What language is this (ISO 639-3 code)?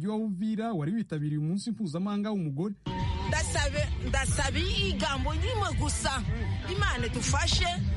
kin